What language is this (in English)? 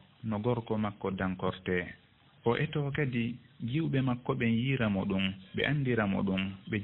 Fula